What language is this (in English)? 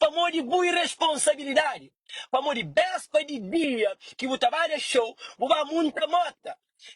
Kabuverdianu